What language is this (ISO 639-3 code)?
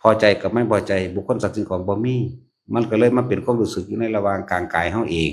lao